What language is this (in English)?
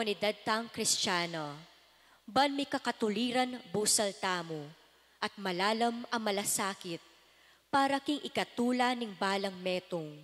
Pampanga